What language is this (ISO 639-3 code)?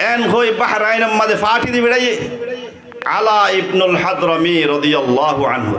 rhg